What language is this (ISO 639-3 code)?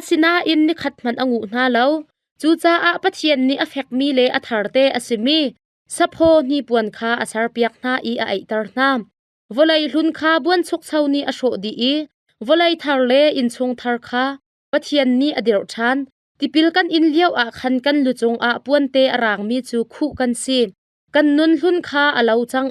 cnh